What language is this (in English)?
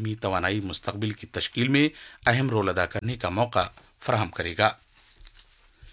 Urdu